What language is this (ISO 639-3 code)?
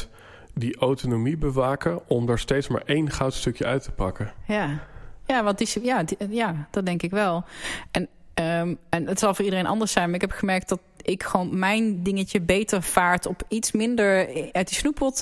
nld